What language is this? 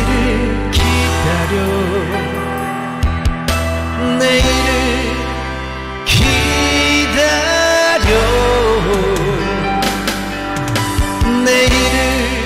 Korean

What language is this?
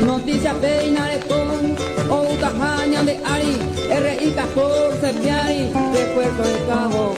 Guarani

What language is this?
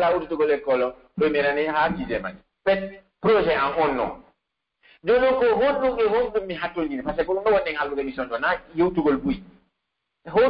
Pular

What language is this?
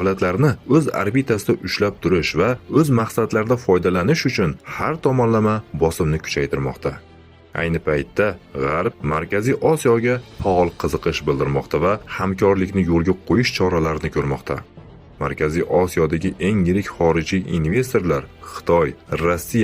Uzbek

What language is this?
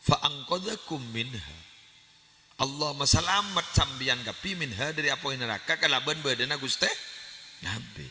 Madurese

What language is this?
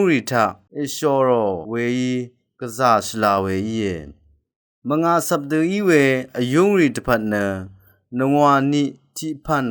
Rawang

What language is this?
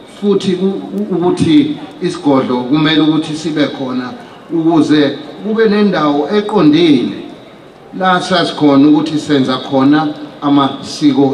Zulu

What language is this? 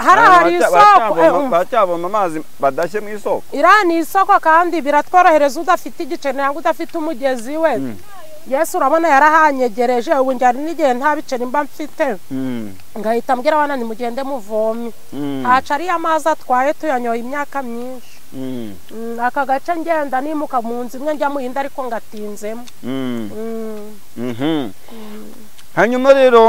Kinyarwanda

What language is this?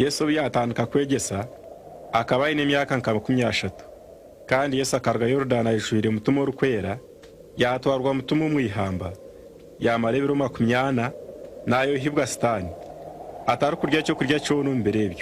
Nyankole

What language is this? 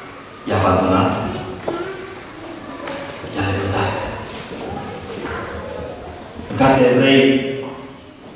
Romanian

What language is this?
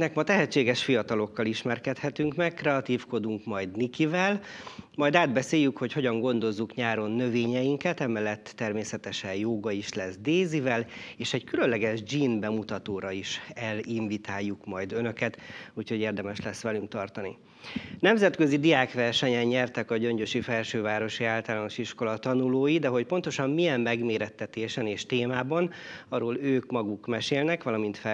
Hungarian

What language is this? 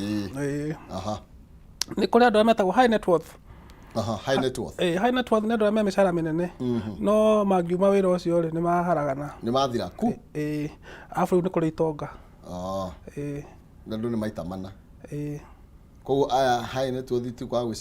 Kikuyu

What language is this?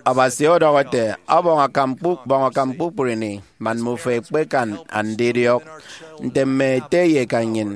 Efik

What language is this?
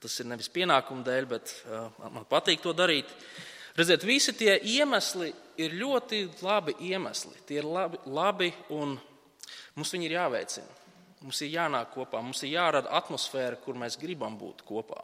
Latvian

